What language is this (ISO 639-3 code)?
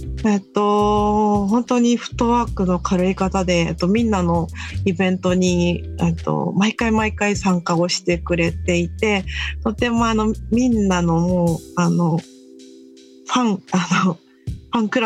jpn